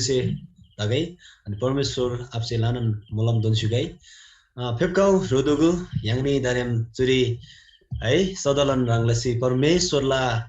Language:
Eastern Tamang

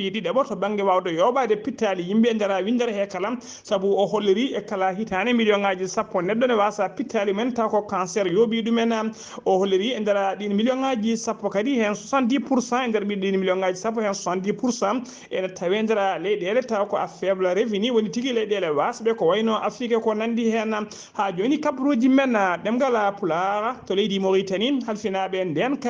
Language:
Fula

